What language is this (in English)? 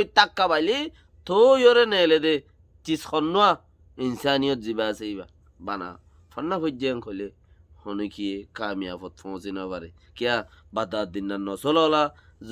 Rohingya